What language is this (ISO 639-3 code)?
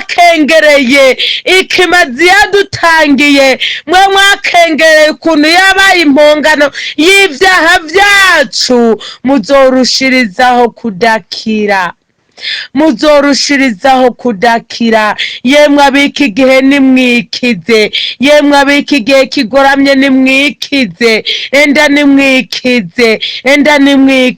run